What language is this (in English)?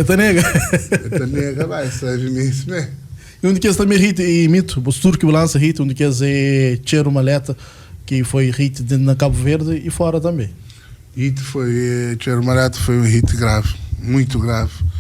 Kabuverdianu